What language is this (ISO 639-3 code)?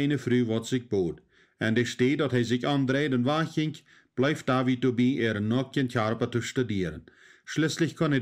pdt